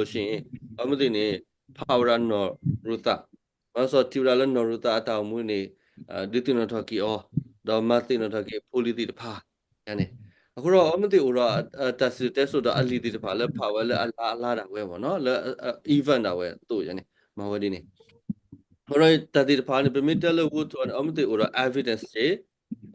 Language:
S'gaw Karen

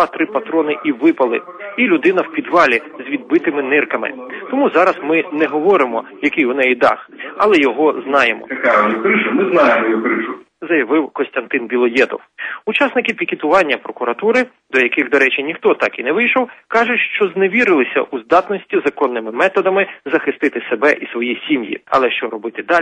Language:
Ukrainian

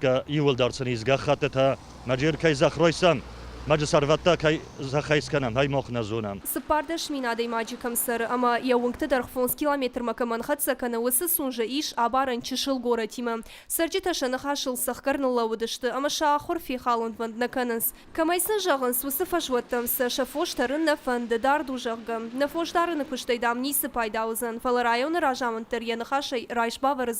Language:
Ossetic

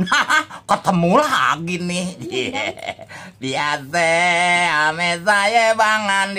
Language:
Betawi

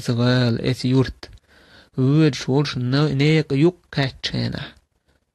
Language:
Chechen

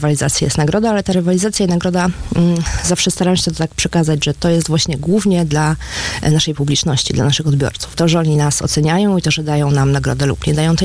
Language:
Polish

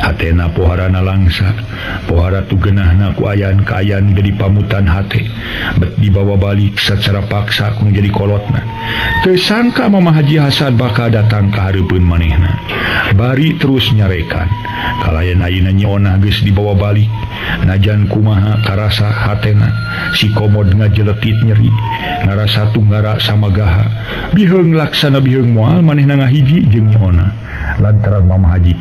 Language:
Sundanese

